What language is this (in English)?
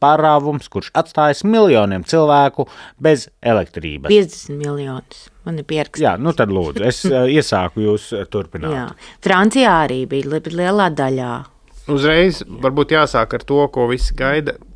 Latvian